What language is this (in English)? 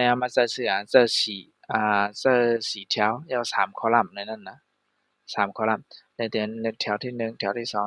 Shan